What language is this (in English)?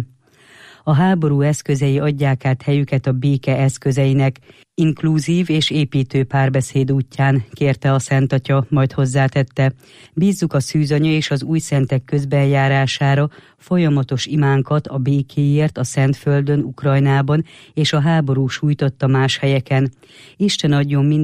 Hungarian